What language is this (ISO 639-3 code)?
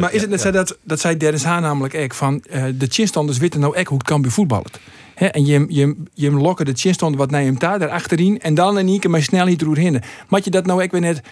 fry